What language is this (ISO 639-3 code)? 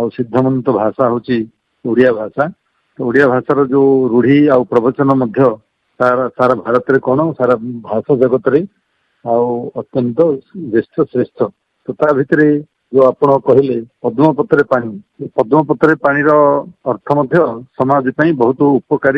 ori